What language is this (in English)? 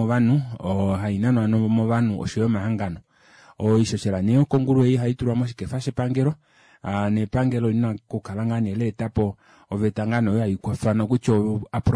Kuanyama